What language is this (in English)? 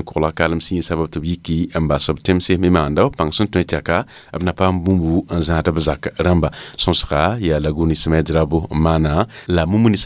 Mossi